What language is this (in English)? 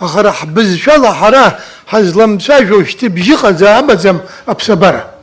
Abkhazian